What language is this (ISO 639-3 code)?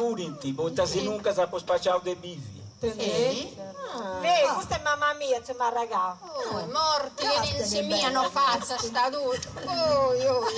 srd